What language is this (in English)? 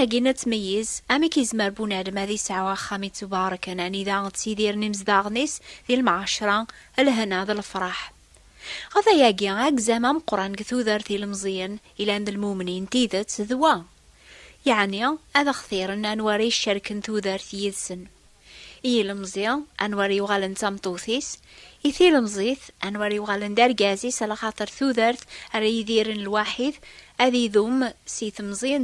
Kabyle